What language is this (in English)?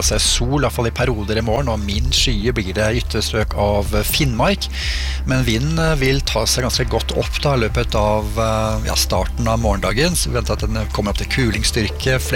Norwegian